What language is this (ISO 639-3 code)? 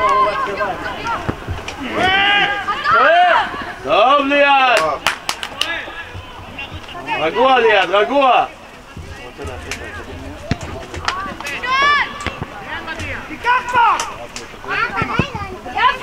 heb